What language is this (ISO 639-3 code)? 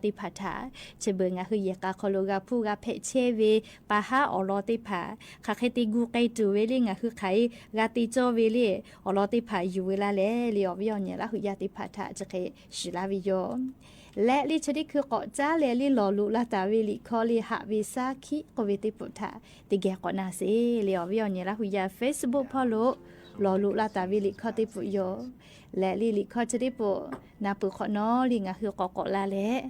lhu